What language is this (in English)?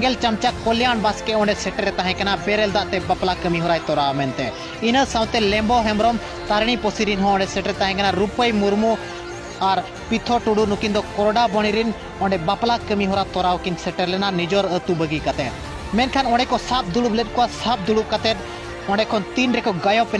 Santali